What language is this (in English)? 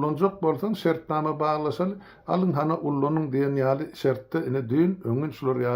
Turkmen